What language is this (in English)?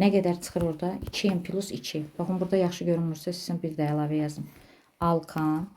Azerbaijani